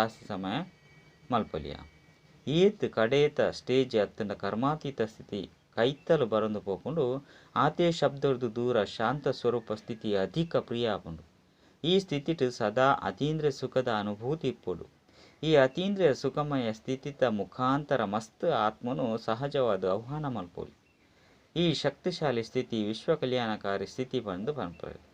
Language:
Tulu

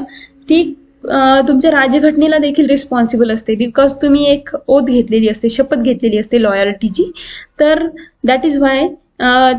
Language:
Marathi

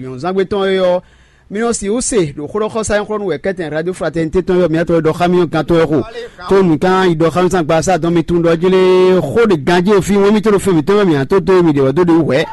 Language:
Fon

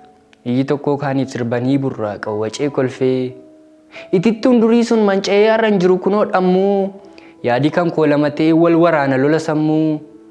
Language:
Oromo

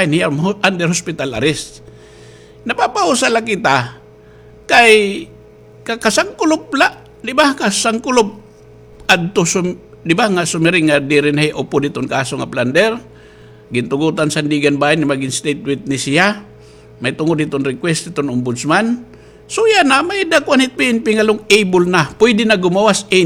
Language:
Waray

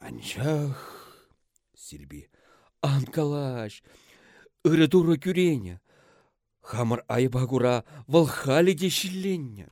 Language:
Chuvash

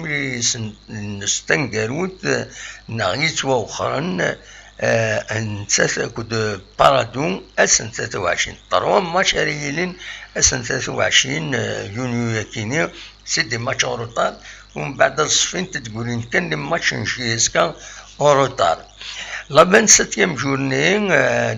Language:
Kabyle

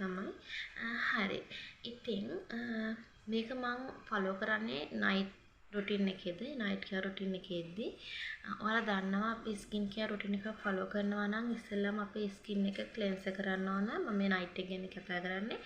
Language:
Sinhala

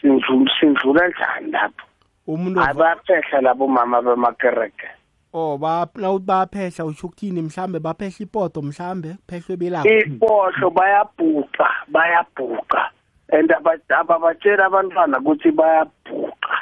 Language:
South Ndebele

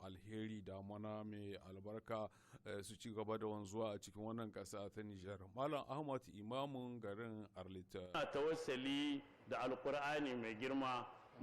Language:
Hausa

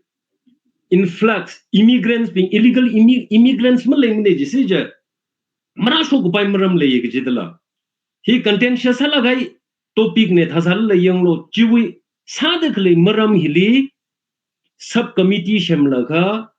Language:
Tangkhul Naga (India)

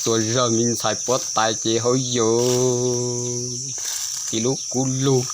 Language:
Hmong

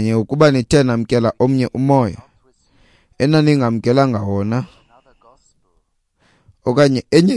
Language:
Xhosa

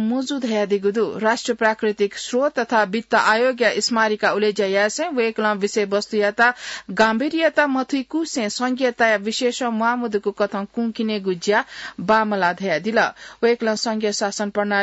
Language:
Newari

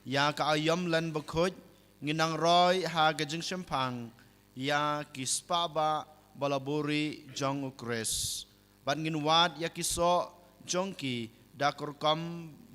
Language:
Khasi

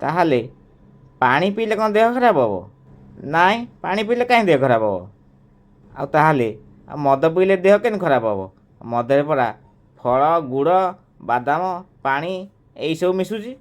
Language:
Odia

